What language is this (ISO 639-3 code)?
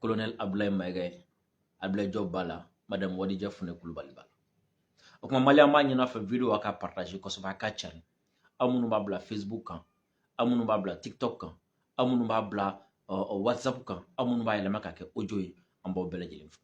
bam